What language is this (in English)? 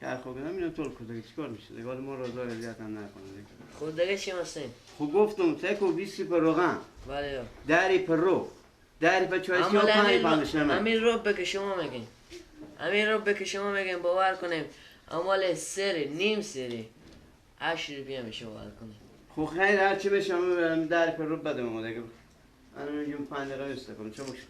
Persian